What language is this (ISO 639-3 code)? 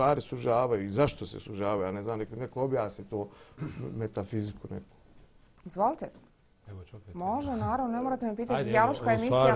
bos